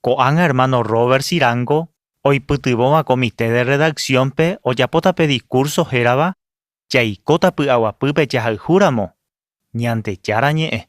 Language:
Guarani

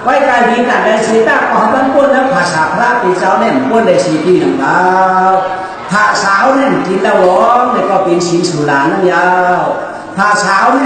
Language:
Shan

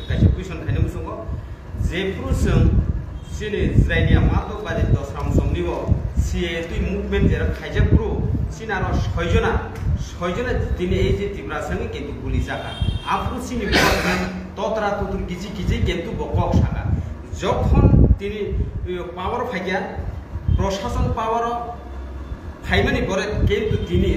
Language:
Kok Borok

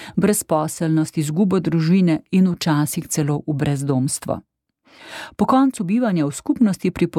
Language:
Slovenian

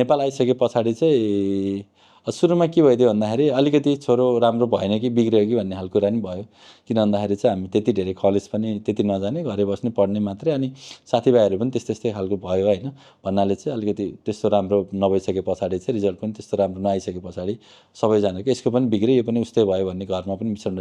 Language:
Nepali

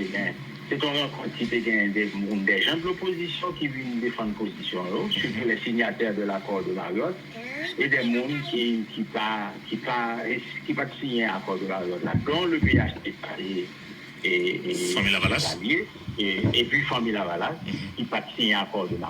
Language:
Haitian Creole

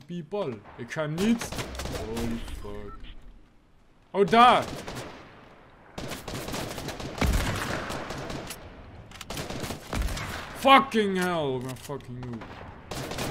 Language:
Dutch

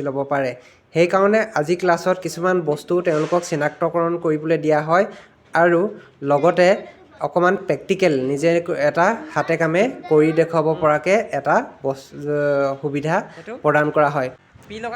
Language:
Assamese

